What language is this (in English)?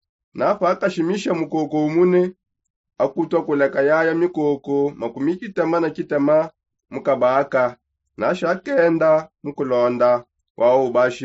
Songe